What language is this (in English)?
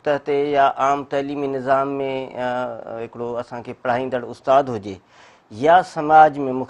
Sindhi